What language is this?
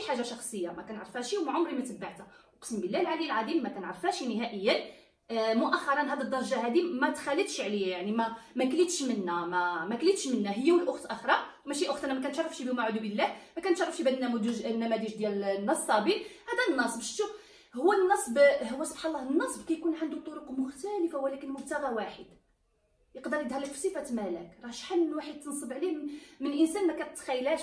Moroccan Arabic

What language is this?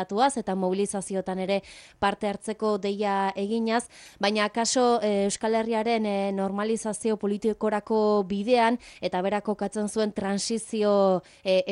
Basque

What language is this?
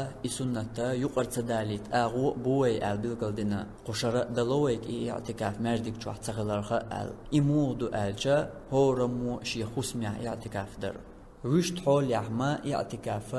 Chechen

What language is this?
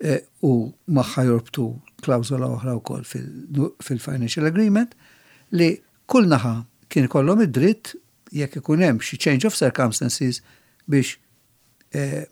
Maltese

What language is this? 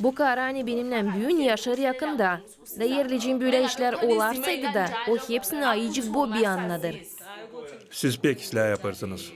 Gagauz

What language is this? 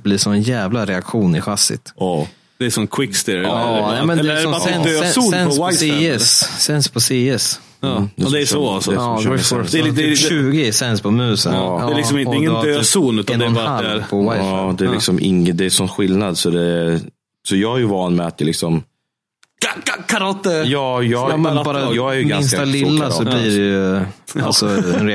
Swedish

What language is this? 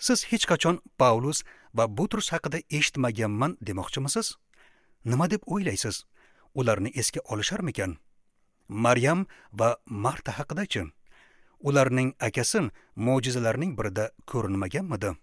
Uzbek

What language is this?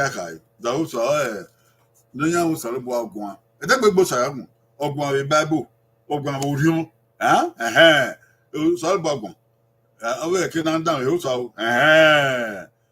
Bini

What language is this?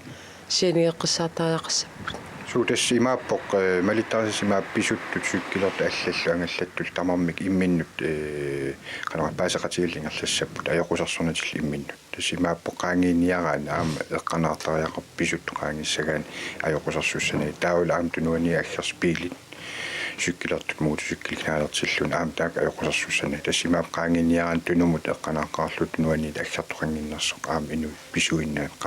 Kalaallisut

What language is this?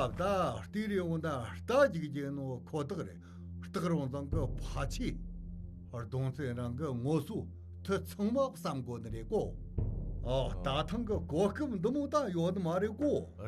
Tibetan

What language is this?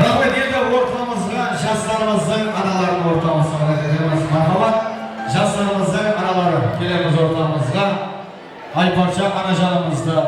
Kara-Kalpak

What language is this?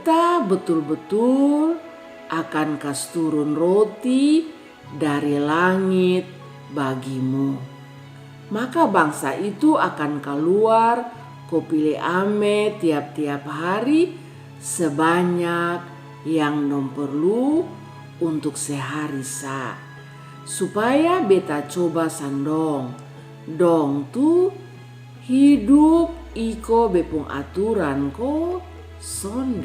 Kupang Malay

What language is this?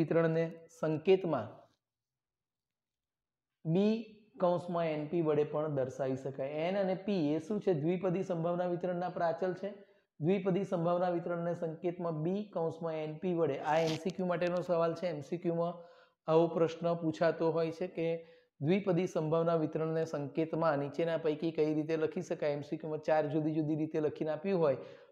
Gujarati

